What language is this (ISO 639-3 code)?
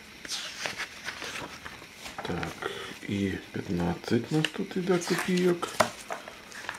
ukr